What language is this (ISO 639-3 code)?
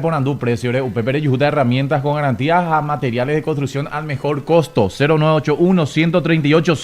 grn